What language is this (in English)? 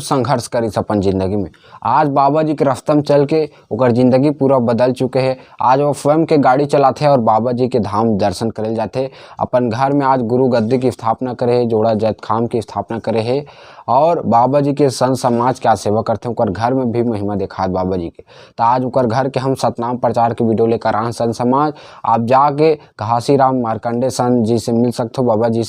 Chhattisgarhi